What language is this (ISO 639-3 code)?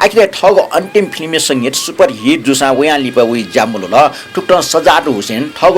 new